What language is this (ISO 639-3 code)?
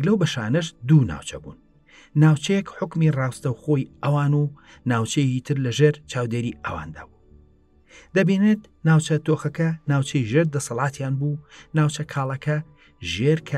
ckb